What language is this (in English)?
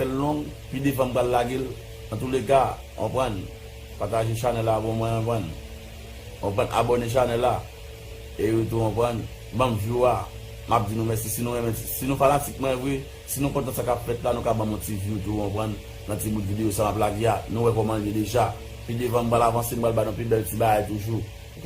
Haitian Creole